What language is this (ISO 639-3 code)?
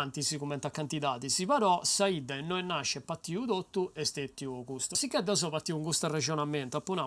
srd